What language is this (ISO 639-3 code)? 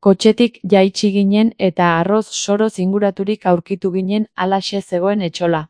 eus